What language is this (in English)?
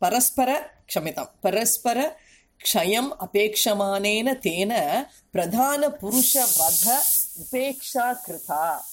Sanskrit